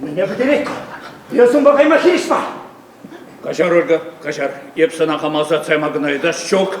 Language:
Chuvash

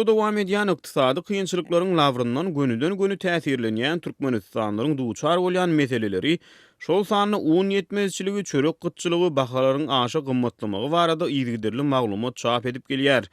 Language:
Turkmen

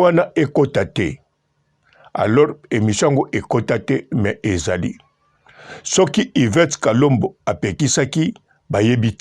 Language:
Lingala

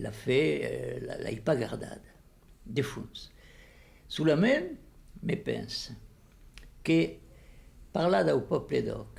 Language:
Occitan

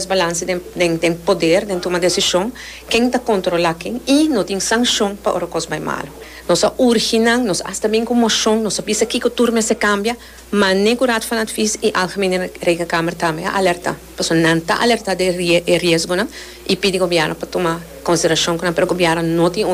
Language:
Papiamento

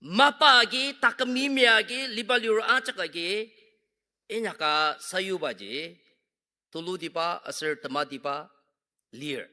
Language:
Ao Naga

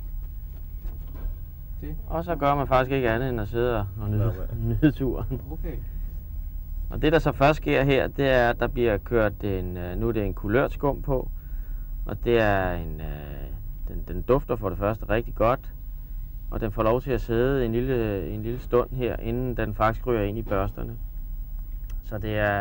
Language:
Danish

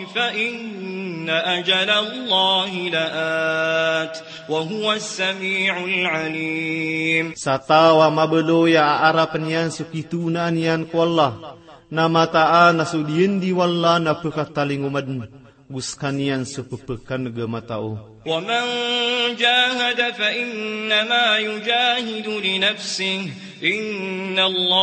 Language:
Maranao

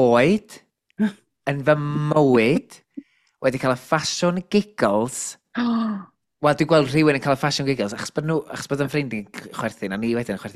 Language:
Welsh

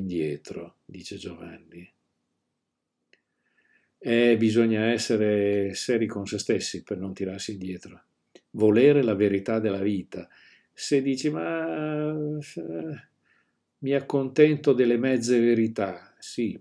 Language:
Italian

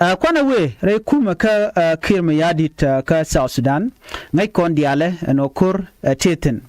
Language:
Nuer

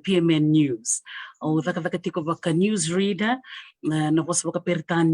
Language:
Fijian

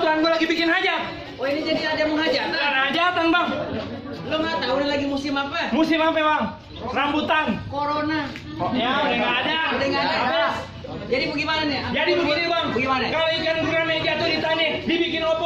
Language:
Betawi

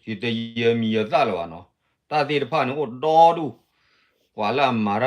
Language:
S'gaw Karen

